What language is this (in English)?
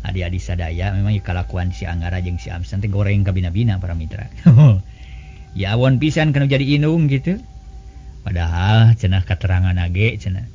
Sundanese